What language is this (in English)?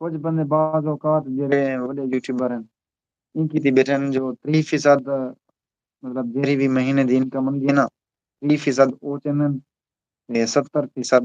Saraiki